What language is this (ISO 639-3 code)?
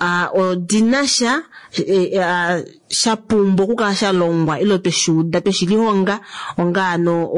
kua